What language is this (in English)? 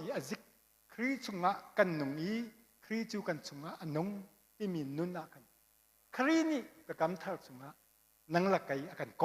Hakha Chin